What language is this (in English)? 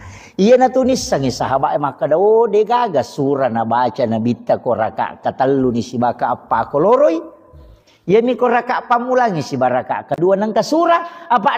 Buginese